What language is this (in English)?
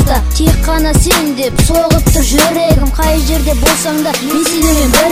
Kazakh